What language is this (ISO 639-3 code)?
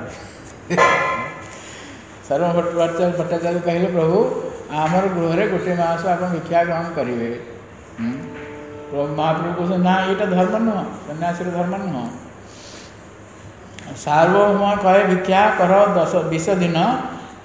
ori